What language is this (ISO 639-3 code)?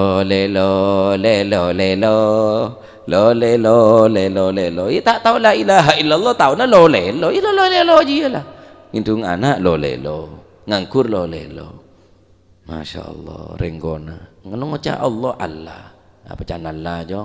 mad